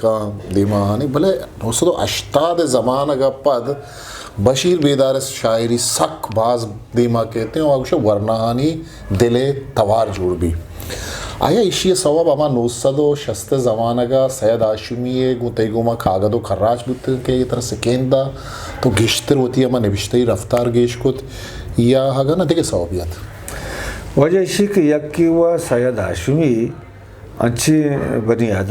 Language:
Eastern Balochi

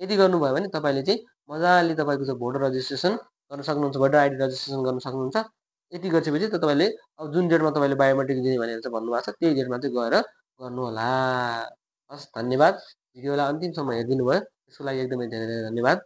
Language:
Nepali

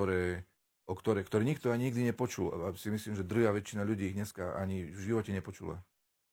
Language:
Slovak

